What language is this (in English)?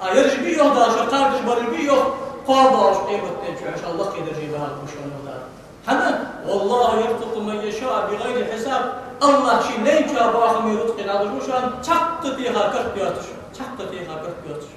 Ingush